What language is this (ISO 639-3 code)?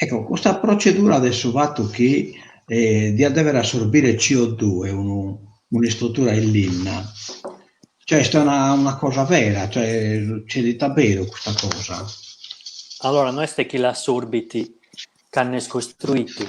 srd